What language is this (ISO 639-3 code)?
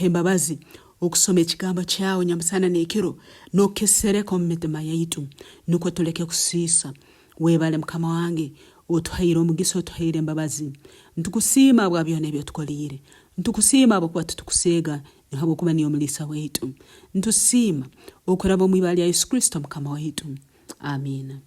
nyn